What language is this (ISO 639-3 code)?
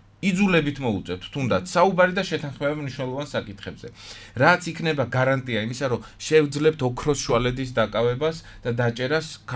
kat